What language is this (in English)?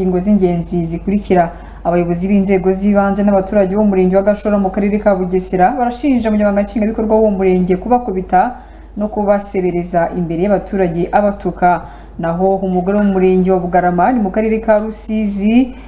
Kinyarwanda